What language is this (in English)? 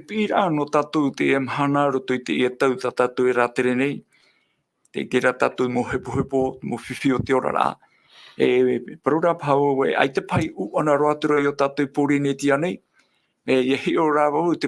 Tahitian